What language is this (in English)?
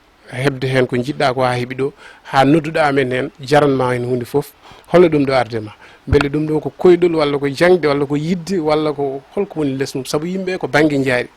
Fula